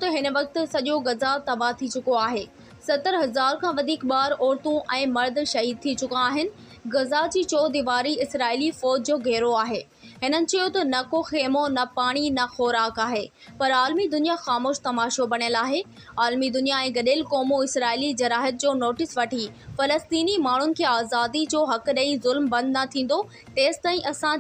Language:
Sindhi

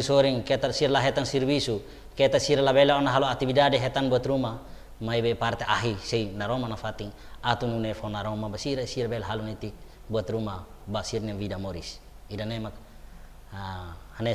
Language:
Tetum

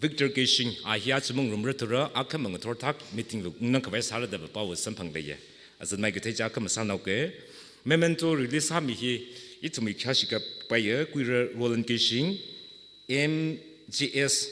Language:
Tangkhul Naga (India)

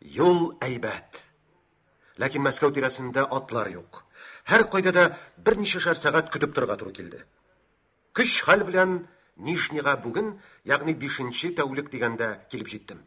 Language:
Tatar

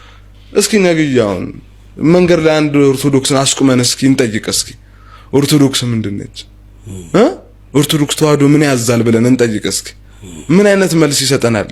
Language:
Amharic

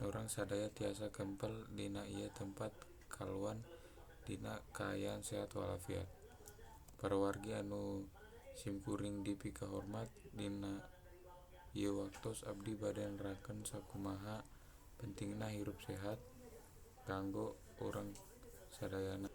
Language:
Sundanese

